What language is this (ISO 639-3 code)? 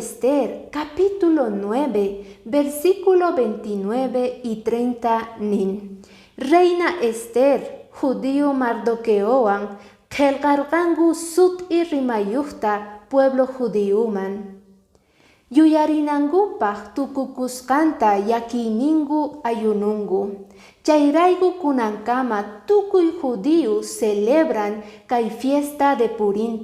que